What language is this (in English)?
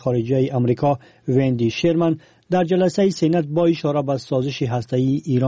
Persian